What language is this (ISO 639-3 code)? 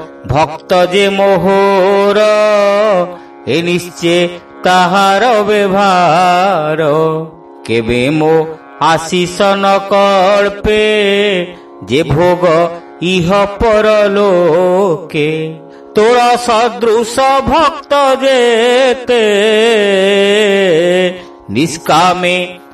ori